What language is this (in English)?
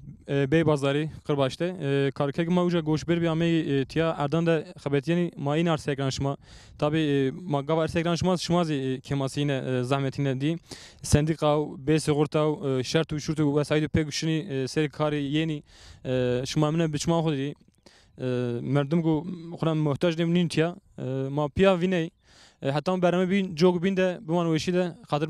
Zaza